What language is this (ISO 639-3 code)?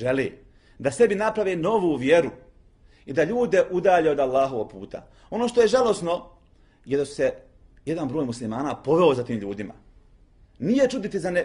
bos